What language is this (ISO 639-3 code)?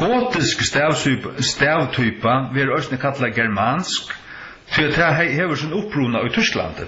fao